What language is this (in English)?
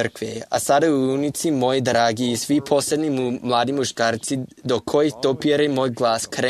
Serbian